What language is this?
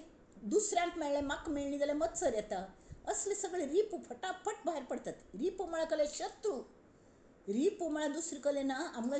Konkani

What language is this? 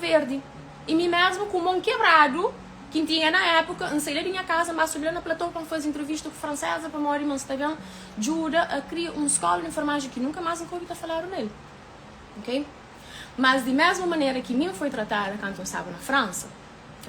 Kabuverdianu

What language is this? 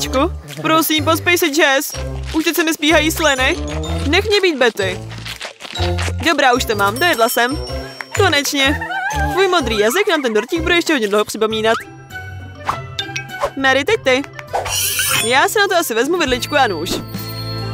Czech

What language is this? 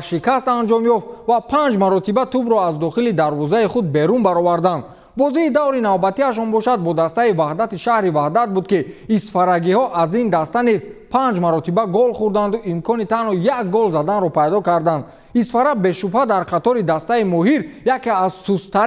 Tajik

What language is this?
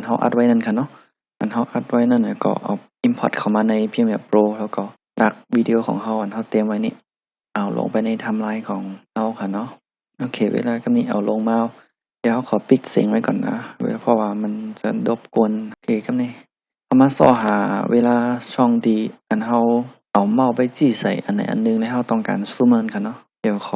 Shan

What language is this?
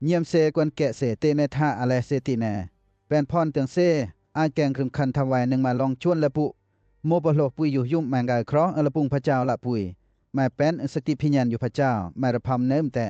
Western Lawa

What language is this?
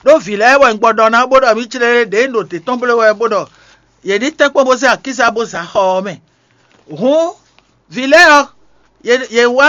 Fon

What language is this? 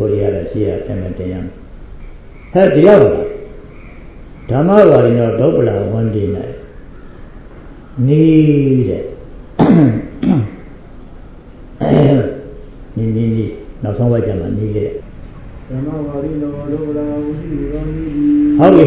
Burmese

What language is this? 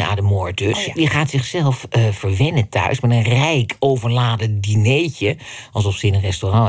Dutch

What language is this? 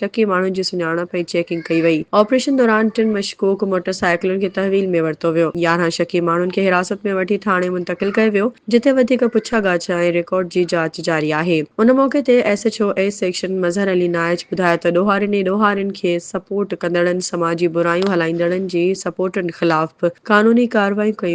Sindhi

